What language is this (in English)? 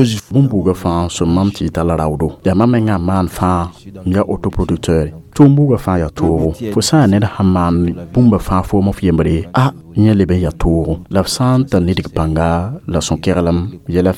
Mossi